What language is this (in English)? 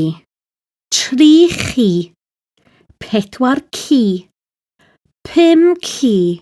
Welsh